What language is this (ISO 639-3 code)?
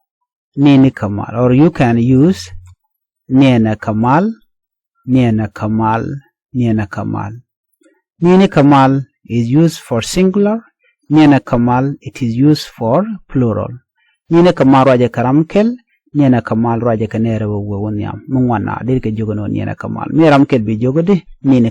nus